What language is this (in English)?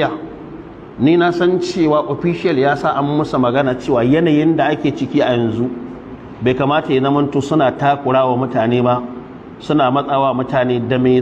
Hausa